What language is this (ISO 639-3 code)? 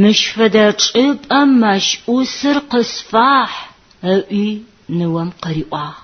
ady